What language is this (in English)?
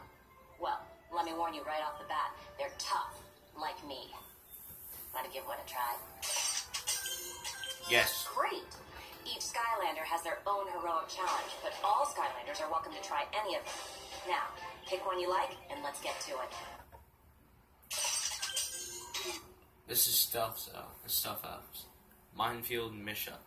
English